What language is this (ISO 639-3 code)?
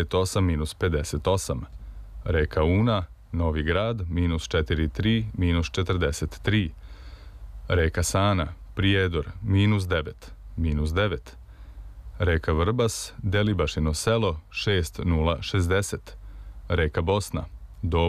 srp